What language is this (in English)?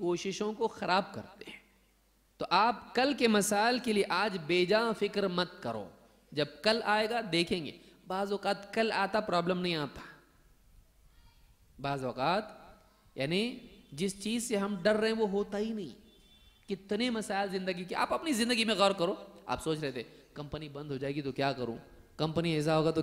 Urdu